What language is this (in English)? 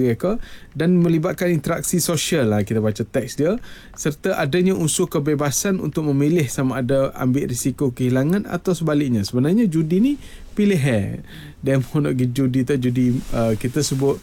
Malay